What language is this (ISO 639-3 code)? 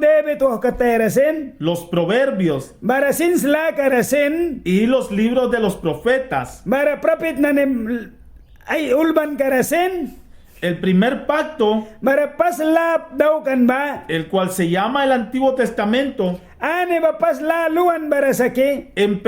miq